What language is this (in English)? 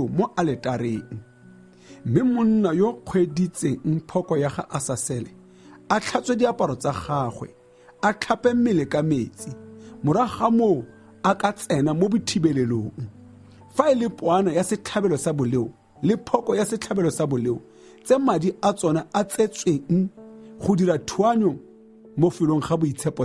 Tswana